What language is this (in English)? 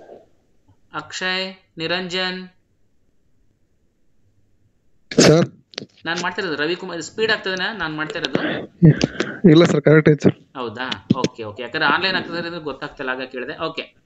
Kannada